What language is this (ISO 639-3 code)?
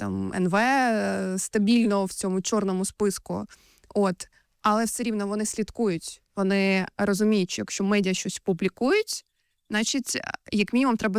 ukr